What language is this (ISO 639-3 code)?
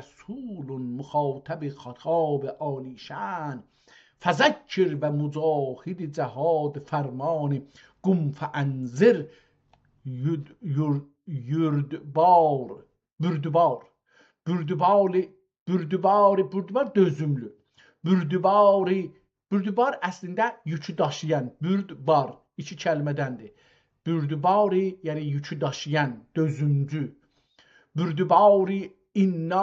azb